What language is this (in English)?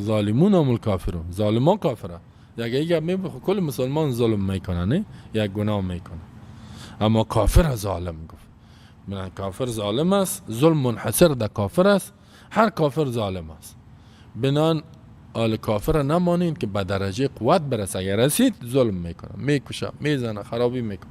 Persian